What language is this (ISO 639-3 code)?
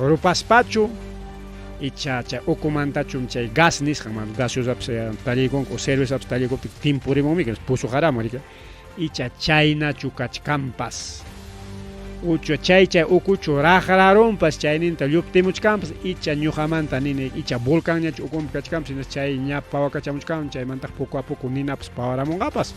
quy